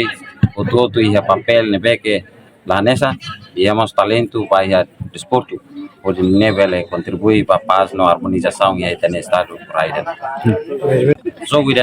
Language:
Tetum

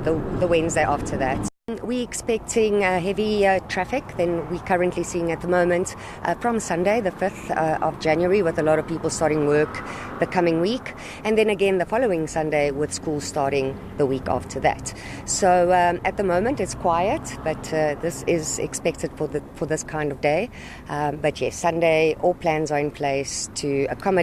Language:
Venda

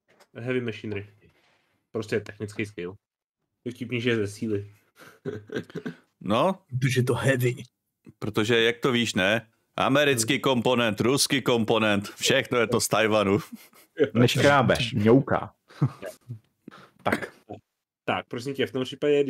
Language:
Czech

